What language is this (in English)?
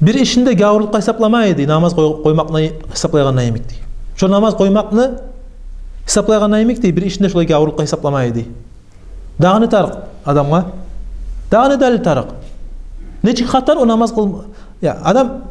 Kumyk